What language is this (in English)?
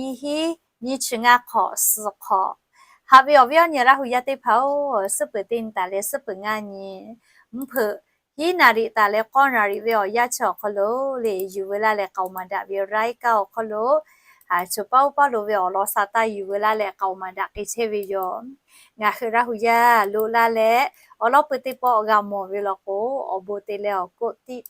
Lahu